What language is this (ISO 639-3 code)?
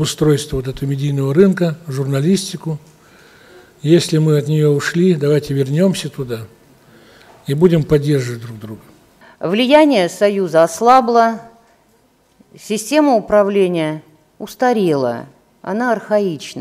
rus